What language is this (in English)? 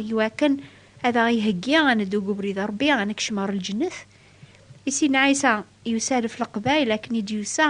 Kabyle